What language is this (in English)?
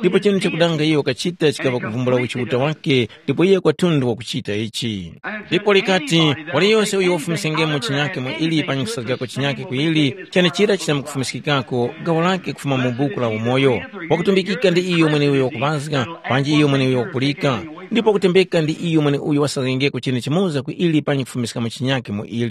Tumbuka